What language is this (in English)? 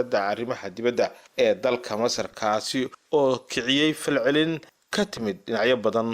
Somali